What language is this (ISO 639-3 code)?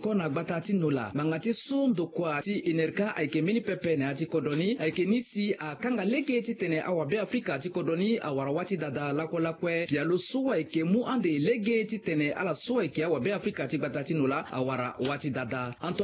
sag